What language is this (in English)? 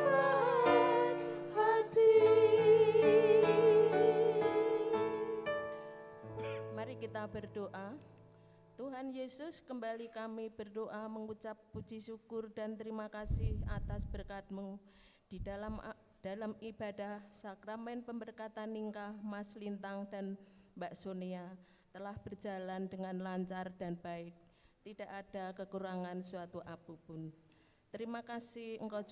Indonesian